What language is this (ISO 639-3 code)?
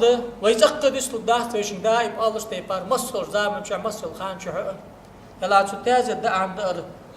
inh